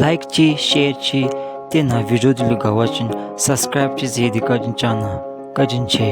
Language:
Dzongkha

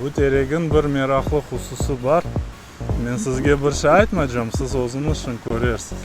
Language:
Crimean Tatar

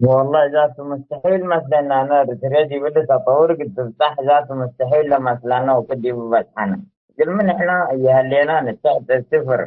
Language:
Tigre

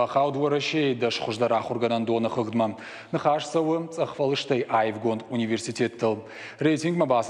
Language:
Ossetic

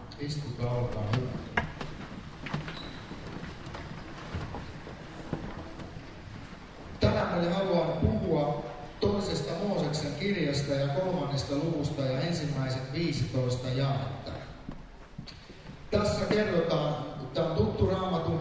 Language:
Finnish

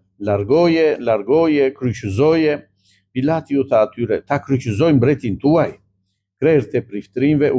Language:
Albanian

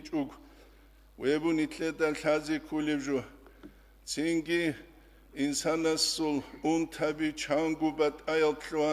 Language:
Avaric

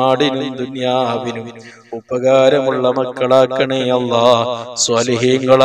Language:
Malayalam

